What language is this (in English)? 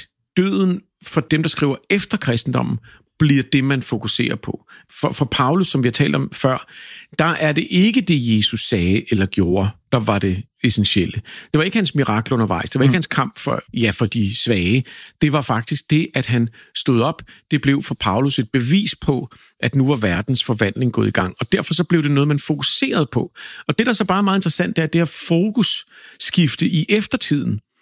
Danish